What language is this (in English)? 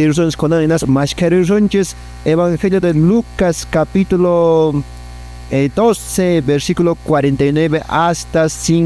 Quechua